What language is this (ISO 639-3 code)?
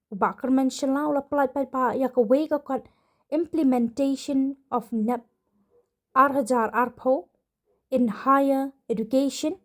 kha